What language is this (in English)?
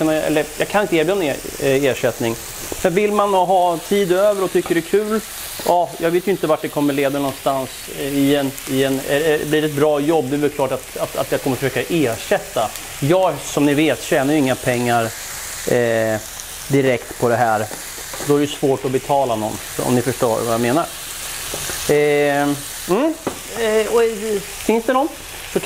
Swedish